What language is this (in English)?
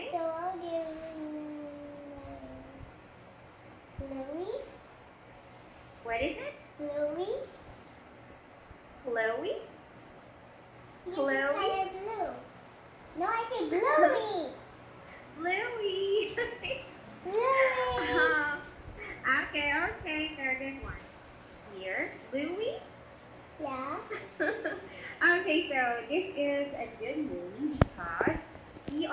English